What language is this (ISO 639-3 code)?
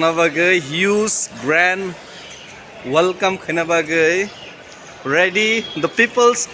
trp